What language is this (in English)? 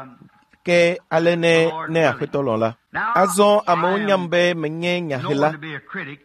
Ewe